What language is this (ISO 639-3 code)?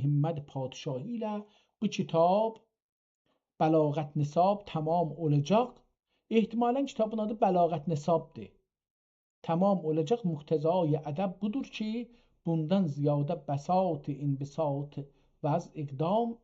azb